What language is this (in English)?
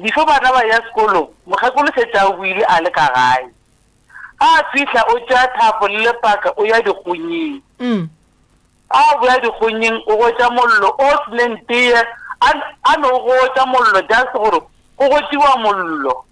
Northern Sotho